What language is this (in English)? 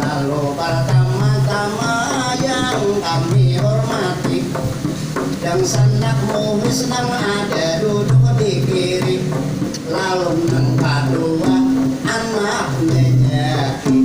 Banjar